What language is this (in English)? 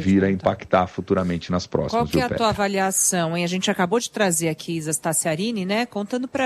Portuguese